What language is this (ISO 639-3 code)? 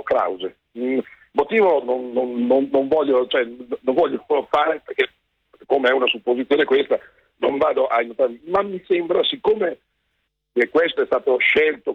ita